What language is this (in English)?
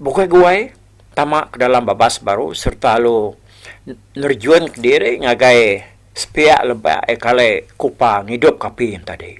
Iban